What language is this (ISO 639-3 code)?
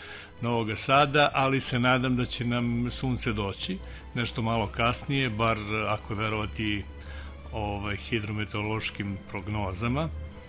srp